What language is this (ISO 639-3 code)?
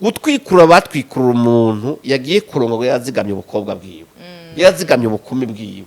run